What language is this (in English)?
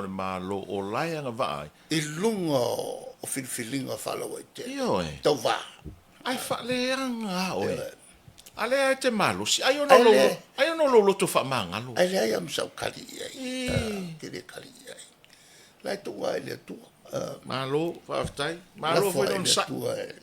Samoan